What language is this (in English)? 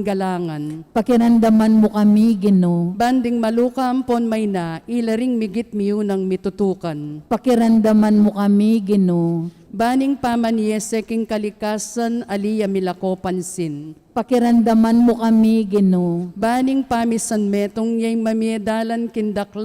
Pampanga